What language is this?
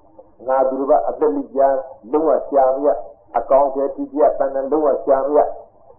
Burmese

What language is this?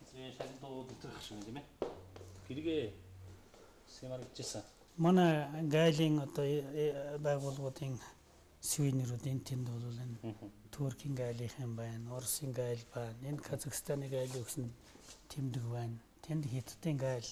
Mongolian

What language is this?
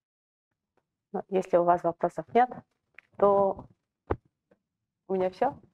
Russian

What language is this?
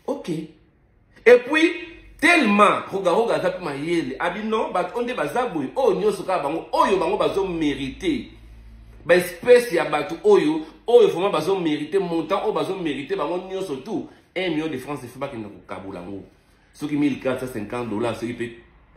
Lingala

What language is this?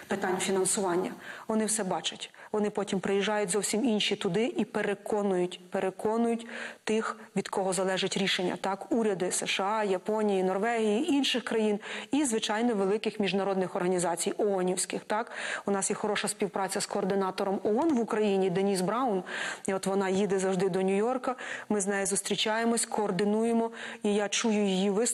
Ukrainian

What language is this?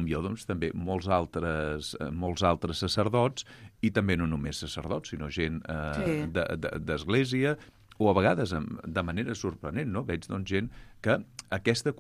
Catalan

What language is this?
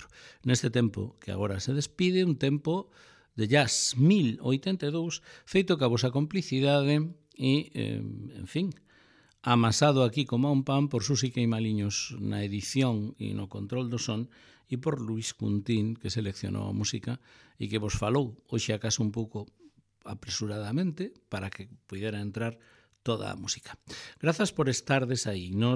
Galician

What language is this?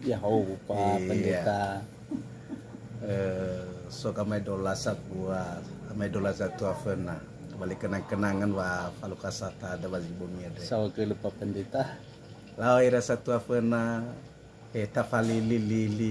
Nias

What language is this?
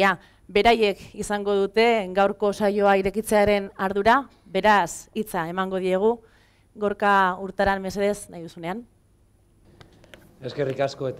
Basque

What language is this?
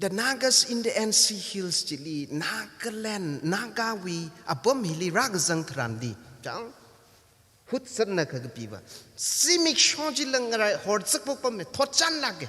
Tangkhul Naga (India)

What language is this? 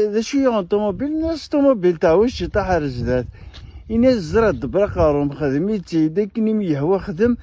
Kabyle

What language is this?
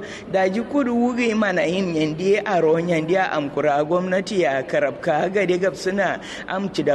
Kanuri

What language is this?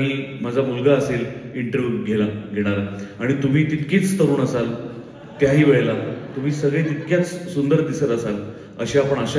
Marathi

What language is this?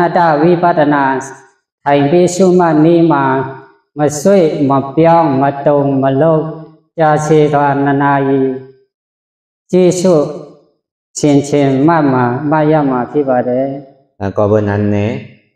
Shan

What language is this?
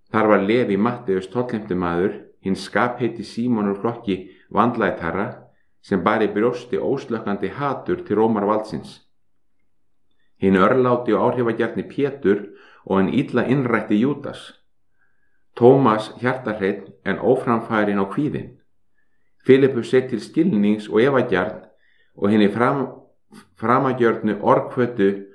Icelandic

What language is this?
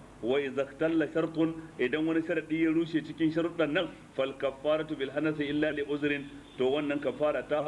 Hausa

